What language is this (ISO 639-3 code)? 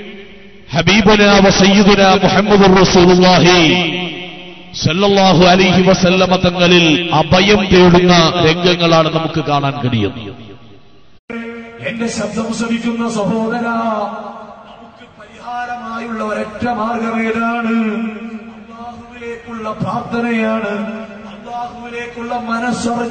mal